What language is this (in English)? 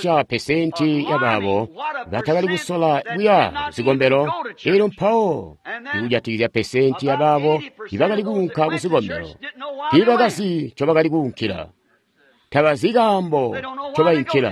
Tonga (Zambia)